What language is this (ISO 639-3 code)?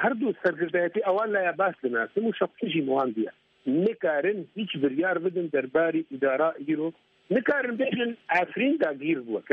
kur